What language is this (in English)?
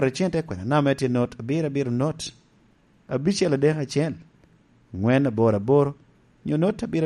Lango (Uganda)